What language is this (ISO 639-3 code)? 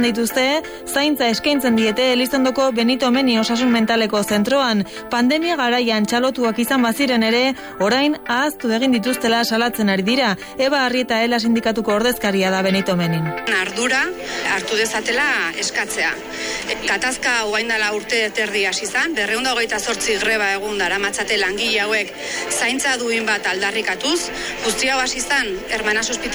eus